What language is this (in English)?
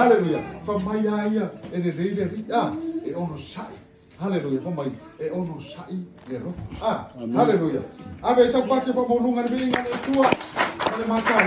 Samoan